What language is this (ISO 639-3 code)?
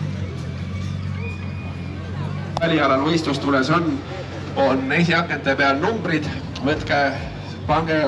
est